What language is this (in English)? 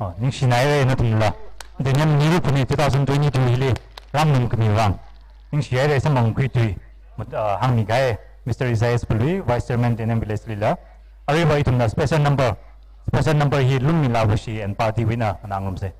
Tangkhul Naga (India)